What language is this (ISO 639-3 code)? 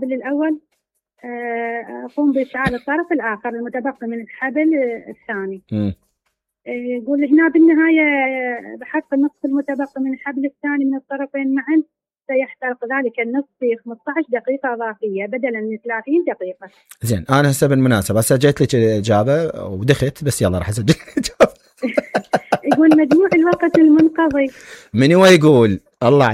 acm